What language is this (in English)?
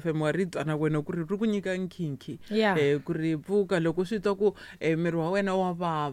Tsonga